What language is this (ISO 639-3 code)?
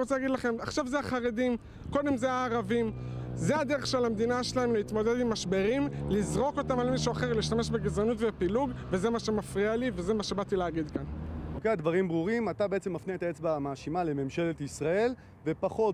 heb